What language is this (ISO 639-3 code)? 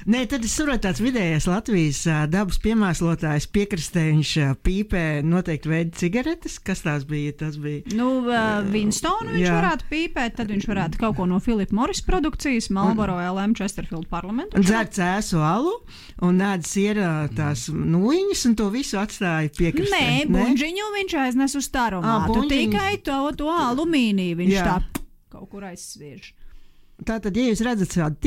lav